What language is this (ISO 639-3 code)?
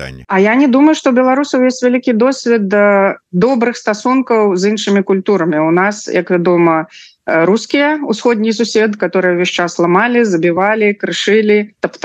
bel